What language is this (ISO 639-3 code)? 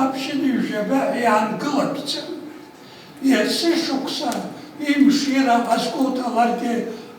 abk